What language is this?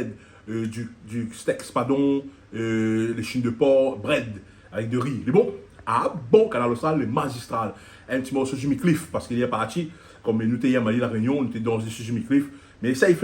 Réunion Creole French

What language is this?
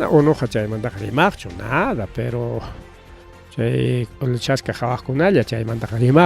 Ayacucho Quechua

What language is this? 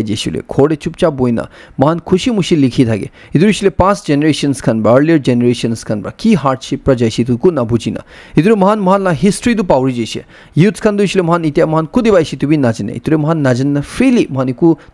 Naga Pidgin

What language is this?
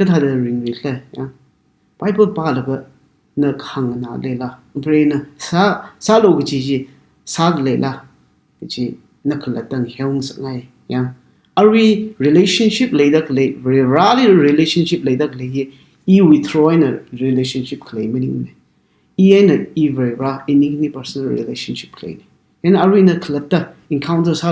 Tangkhul Naga (India)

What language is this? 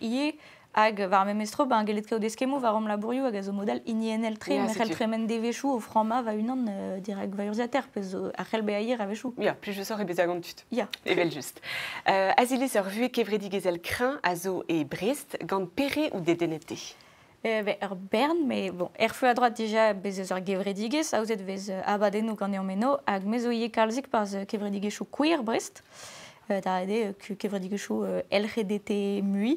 Breton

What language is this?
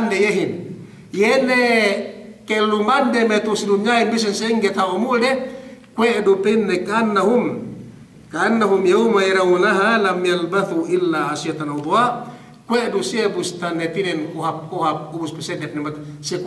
Yakan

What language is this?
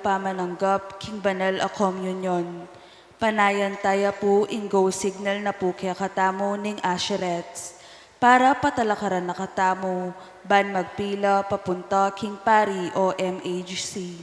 Pampanga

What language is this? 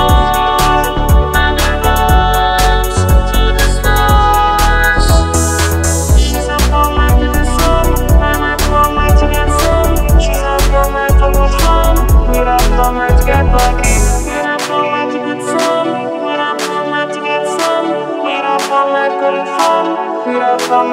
Swahili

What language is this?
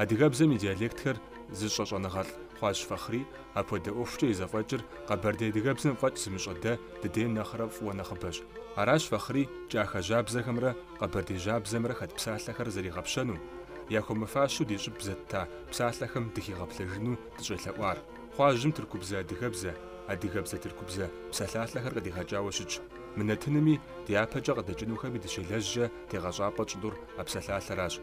Kabardian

